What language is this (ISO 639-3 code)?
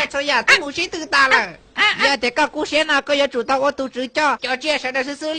hmn